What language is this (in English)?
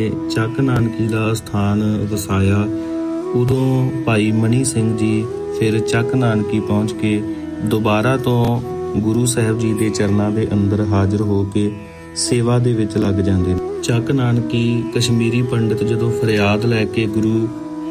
Punjabi